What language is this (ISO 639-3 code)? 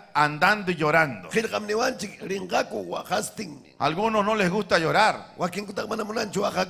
quy